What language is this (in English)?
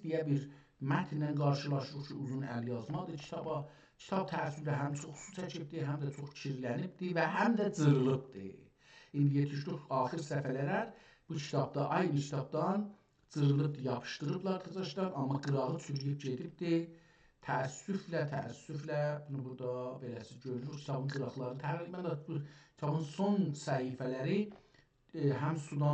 South Azerbaijani